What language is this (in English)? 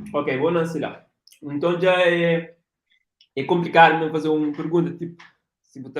Kabuverdianu